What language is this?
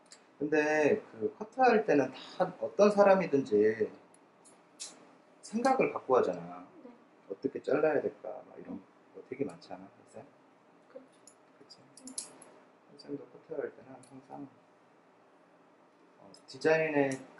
Korean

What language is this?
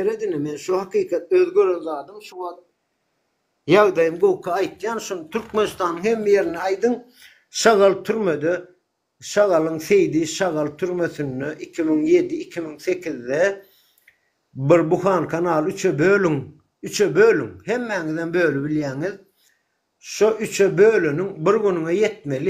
Turkmen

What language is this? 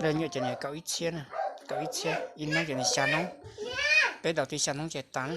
Hmong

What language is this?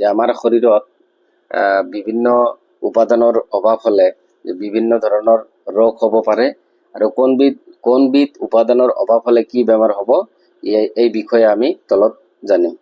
Assamese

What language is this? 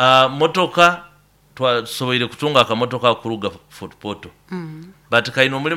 Nyoro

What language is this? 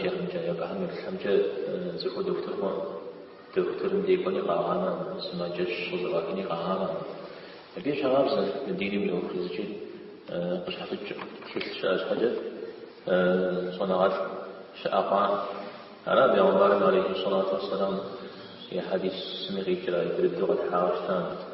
Kabardian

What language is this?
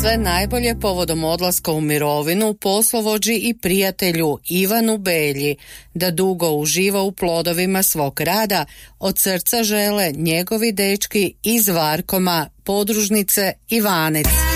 Croatian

